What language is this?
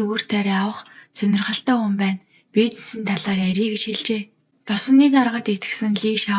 Mongolian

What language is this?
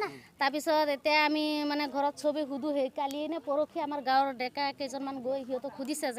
Assamese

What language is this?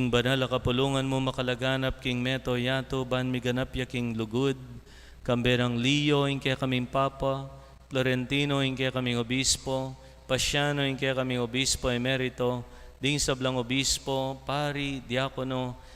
Pampanga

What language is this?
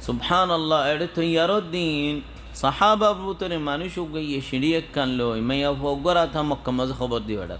Rohingya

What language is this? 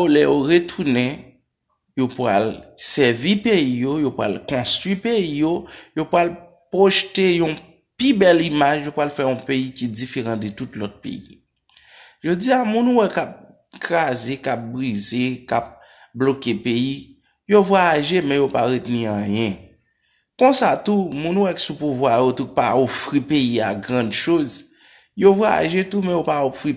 Haitian Creole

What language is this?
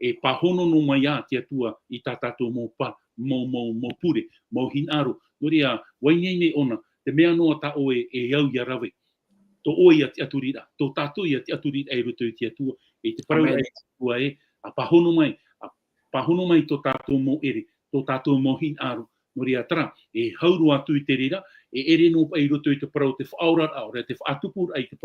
Tahitian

